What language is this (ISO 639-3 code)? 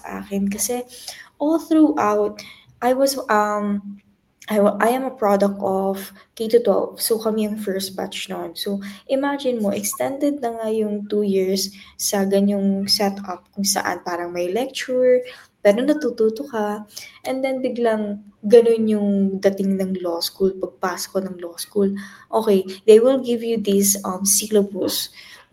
fil